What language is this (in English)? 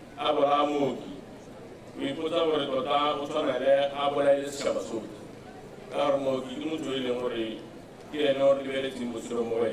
Tswana